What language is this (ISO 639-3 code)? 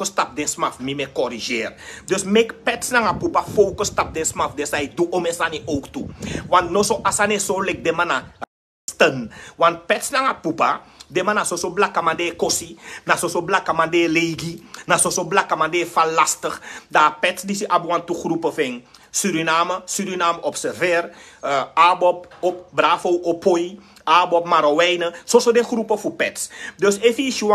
srn